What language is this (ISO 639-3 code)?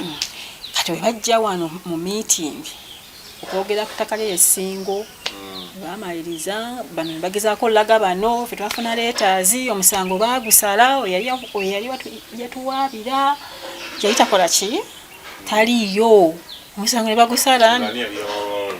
lug